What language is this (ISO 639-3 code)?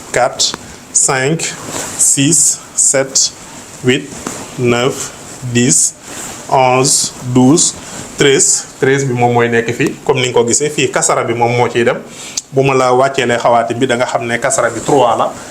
wol